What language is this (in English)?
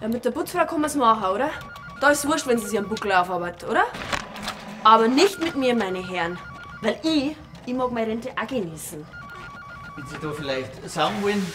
Bavarian